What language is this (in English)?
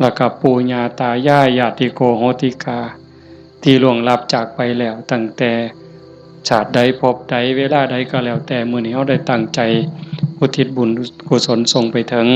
Northeastern Thai